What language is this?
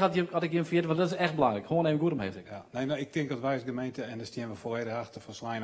Western Frisian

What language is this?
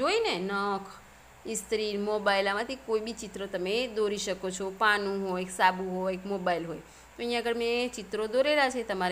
Gujarati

